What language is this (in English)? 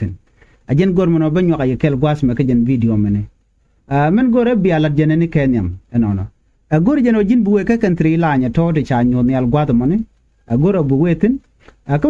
Nuer